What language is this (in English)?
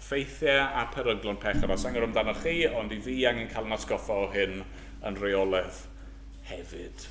Welsh